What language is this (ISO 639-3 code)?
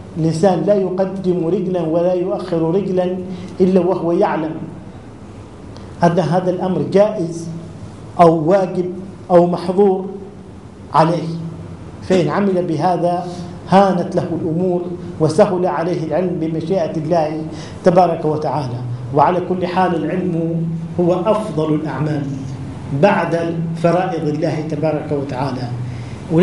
ara